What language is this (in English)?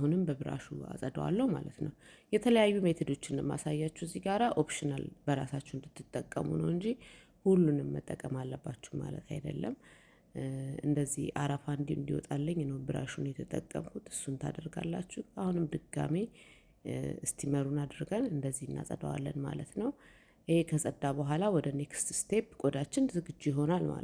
Amharic